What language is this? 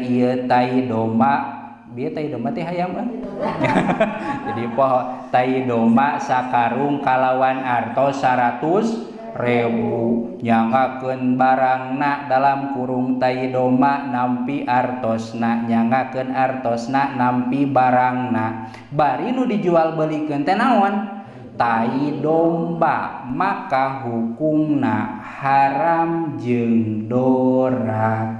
Sundanese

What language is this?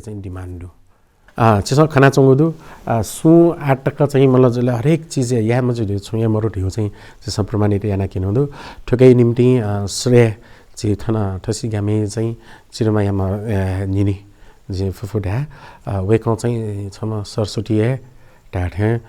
Newari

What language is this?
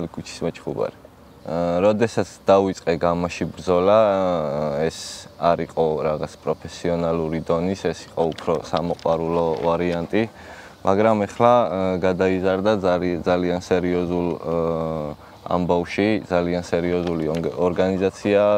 Georgian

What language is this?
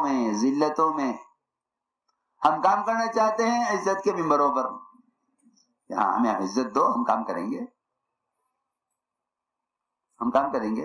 Urdu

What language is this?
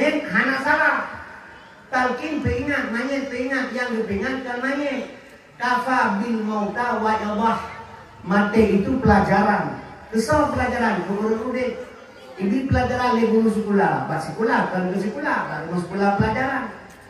Achinese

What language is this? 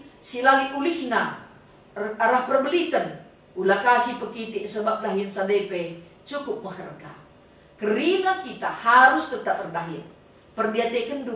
Batak Karo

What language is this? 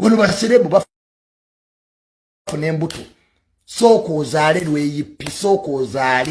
Ganda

